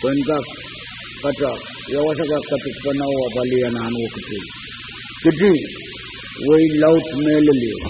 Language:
Pohnpeian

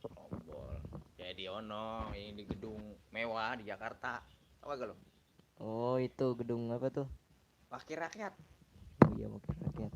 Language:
Betawi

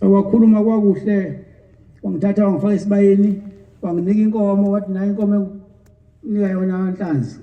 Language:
Zulu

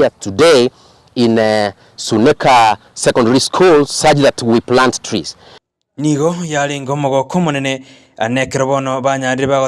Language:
Gusii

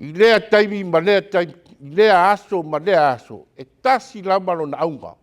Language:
Samoan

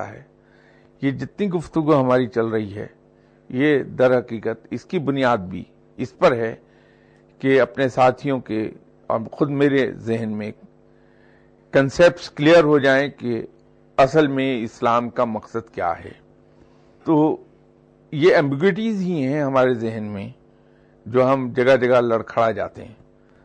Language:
Urdu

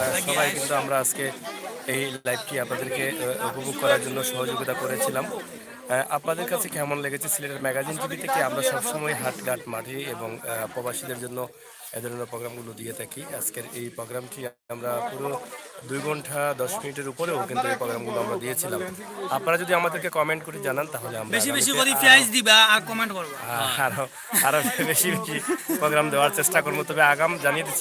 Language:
Sylheti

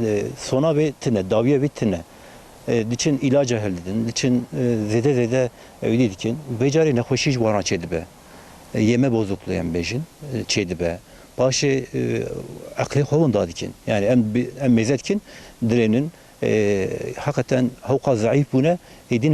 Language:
Kurdish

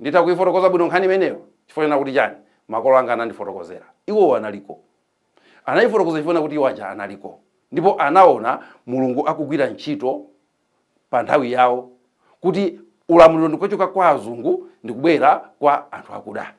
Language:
Nyanja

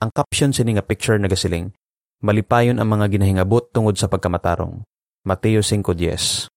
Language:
Hiligaynon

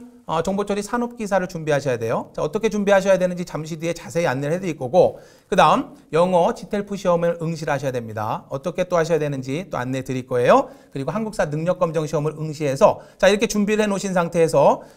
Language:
Korean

